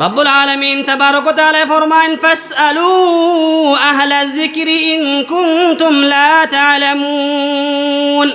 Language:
Sylheti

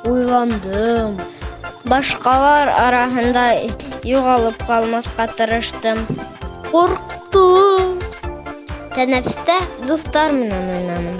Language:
Bashkir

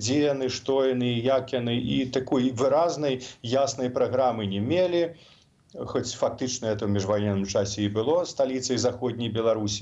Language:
Belarusian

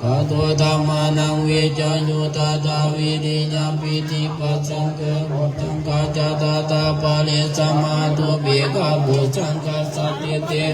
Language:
Pali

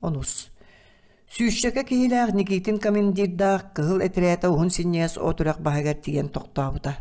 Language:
Yakut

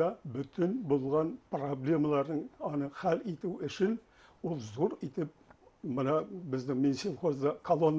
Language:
Bashkir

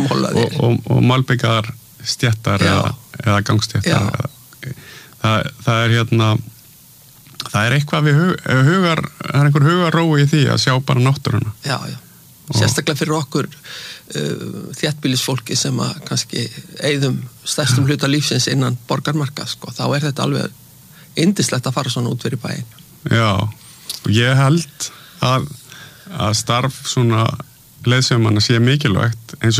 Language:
Icelandic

